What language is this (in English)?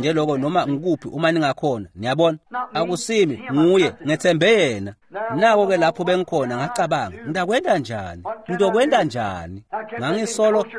Swati